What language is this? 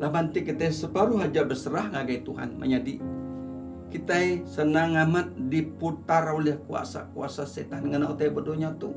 Iban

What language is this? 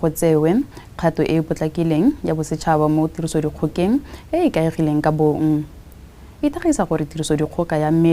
Tswana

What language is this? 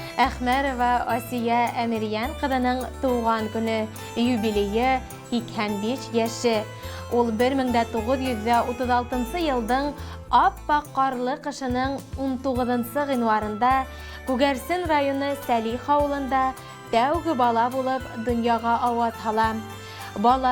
Bashkir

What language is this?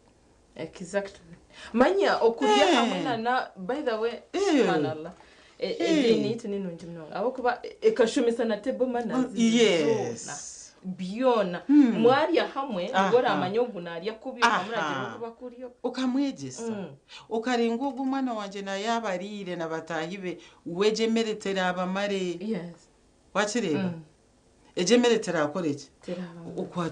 Nyankole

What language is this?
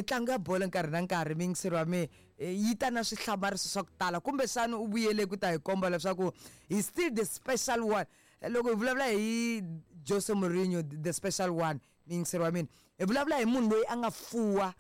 Tsonga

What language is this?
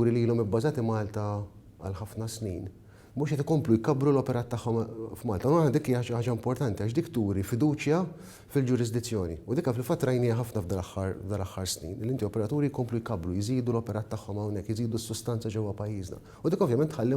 Maltese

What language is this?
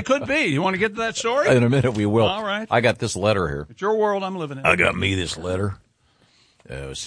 English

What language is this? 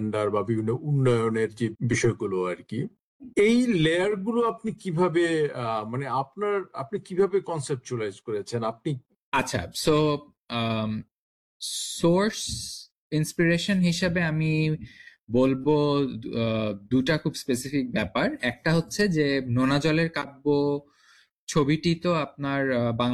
Bangla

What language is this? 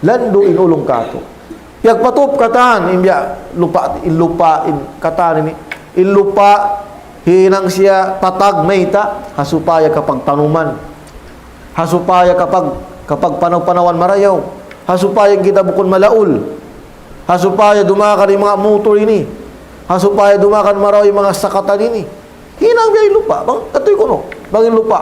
Tausug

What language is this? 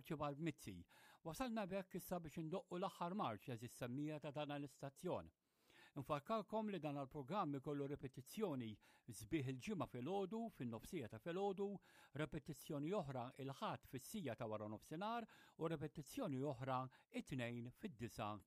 Maltese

